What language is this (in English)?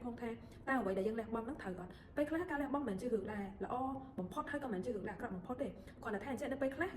Khmer